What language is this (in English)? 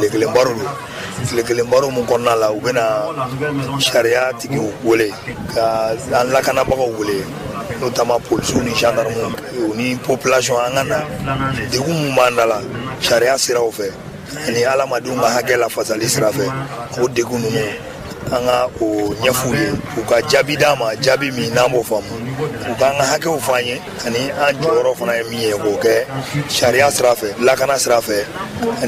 Bambara